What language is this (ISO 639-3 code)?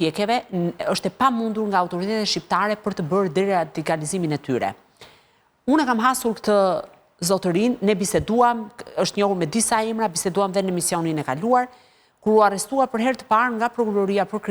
sqi